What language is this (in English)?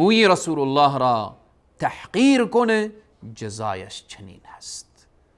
Persian